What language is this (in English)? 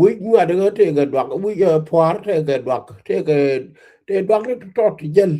Nuer